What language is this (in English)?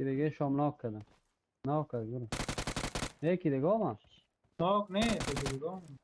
Persian